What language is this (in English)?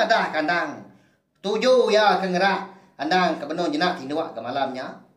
Iban